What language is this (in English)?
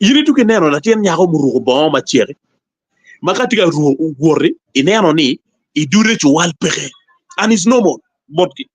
Acoli